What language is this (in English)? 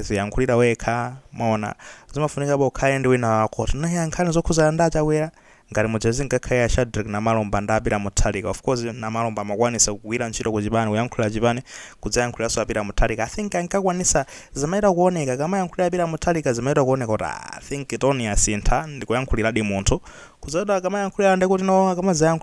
Nyanja